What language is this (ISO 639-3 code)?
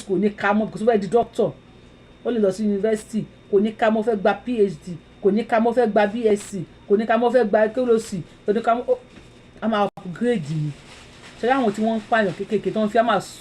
yor